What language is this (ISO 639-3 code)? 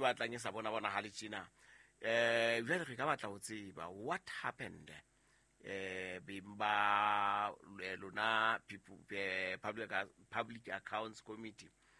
sot